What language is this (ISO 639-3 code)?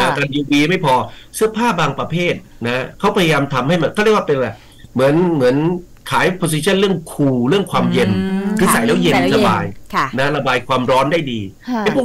tha